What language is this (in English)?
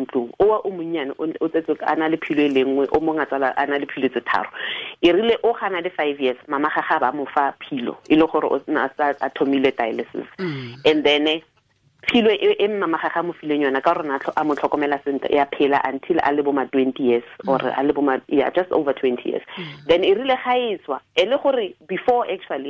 Tswana